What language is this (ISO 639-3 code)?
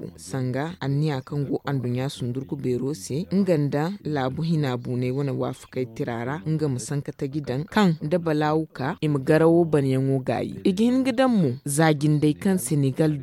dje